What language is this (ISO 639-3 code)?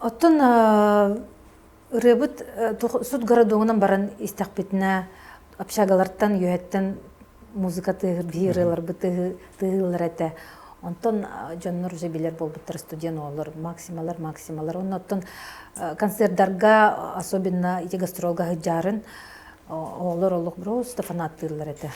sah